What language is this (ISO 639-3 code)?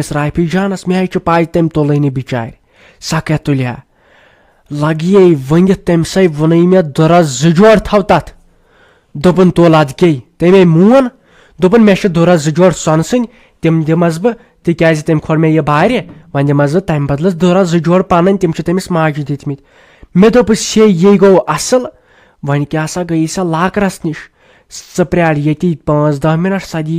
kas